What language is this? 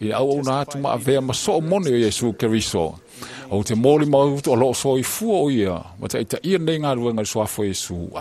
Samoan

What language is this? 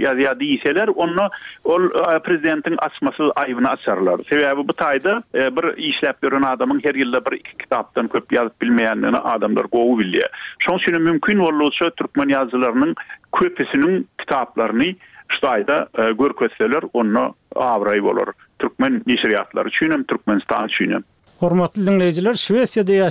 Turkmen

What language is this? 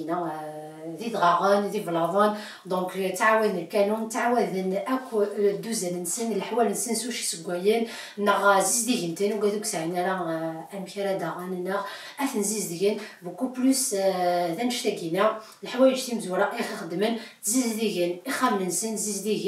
Kabyle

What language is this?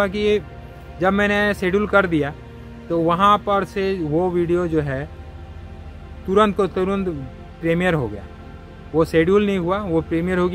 Hindi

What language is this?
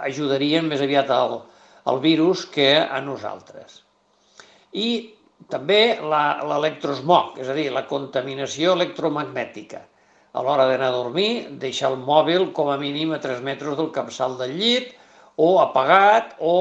Catalan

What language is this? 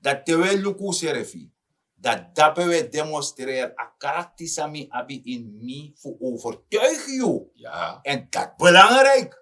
Sranan Tongo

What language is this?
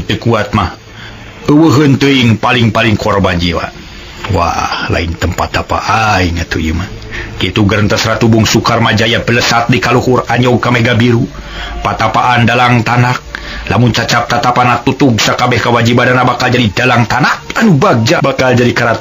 Sundanese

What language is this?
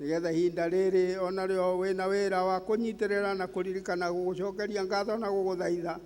Kikuyu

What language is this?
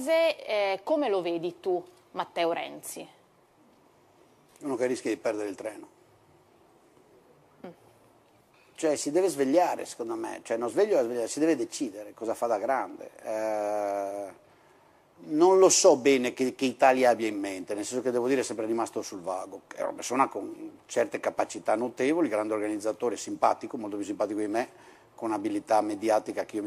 Italian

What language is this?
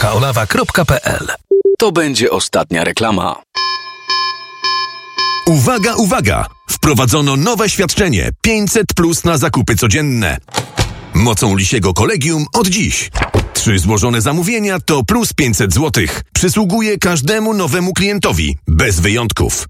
Polish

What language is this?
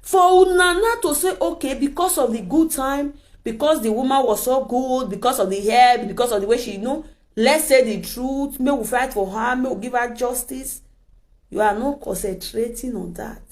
Nigerian Pidgin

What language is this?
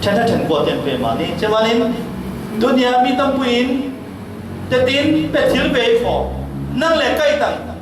Falam Chin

